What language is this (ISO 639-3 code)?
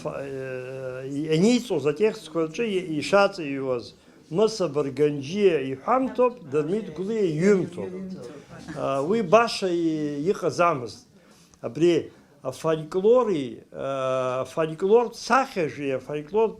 abk